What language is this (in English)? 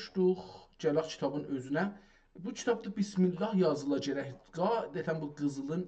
South Azerbaijani